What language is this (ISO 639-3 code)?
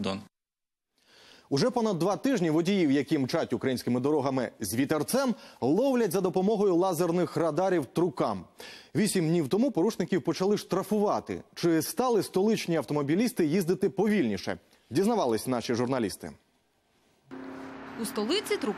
ukr